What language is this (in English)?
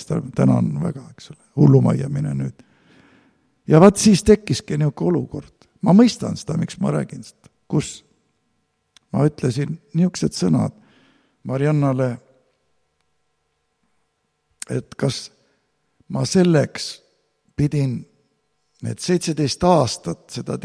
Estonian